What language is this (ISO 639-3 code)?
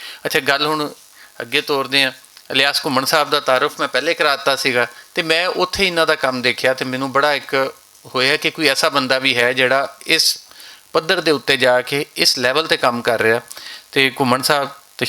lah